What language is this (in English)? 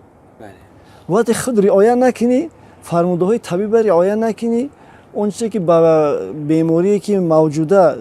Tajik